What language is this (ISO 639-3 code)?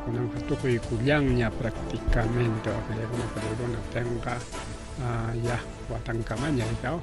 quy